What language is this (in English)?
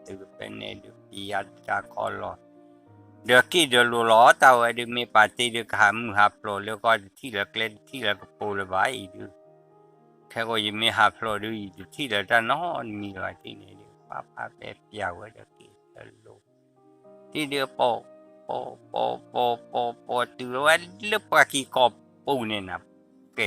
S'gaw Karen